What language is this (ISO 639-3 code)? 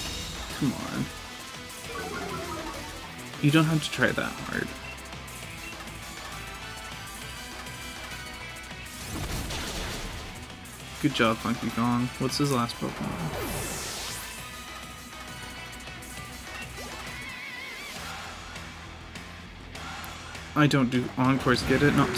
eng